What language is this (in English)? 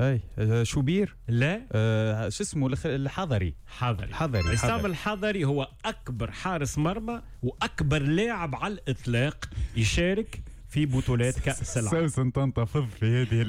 Tunisian Arabic